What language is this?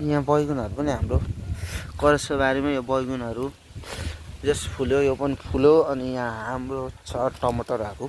Nepali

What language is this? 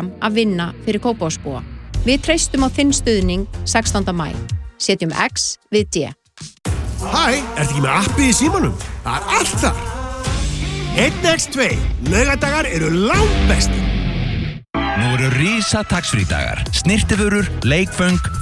Icelandic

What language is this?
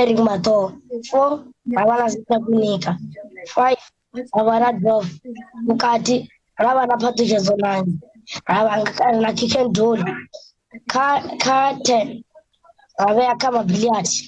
Venda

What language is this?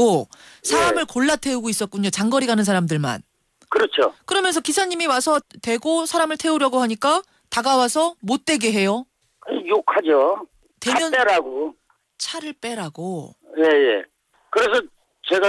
Korean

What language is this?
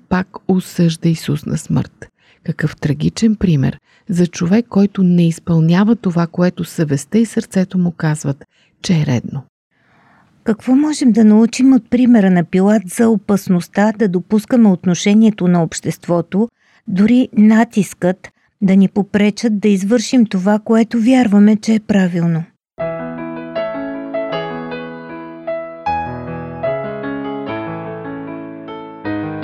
Bulgarian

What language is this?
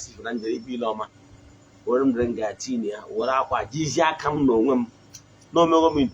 Igbo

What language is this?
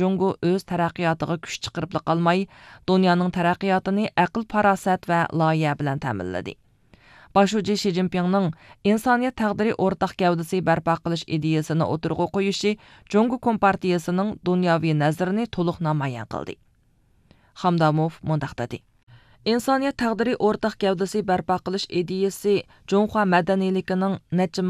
Uyghur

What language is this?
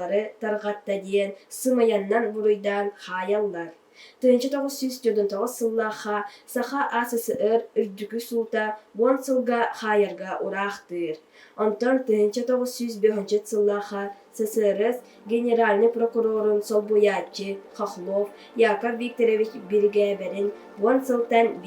Yakut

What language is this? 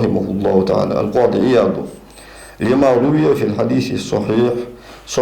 Ingush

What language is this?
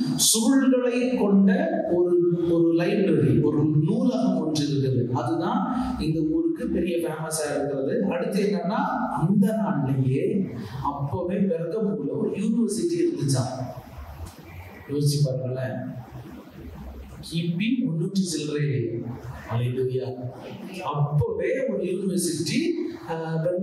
Tamil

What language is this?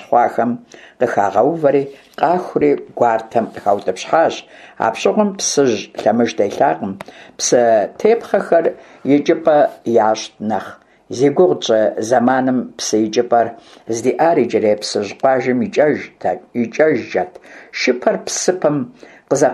Kabardian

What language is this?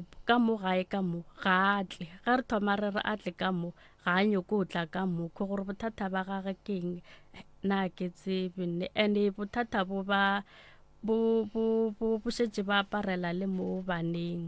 Northern Sotho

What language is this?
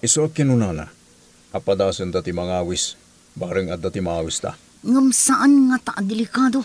Iloko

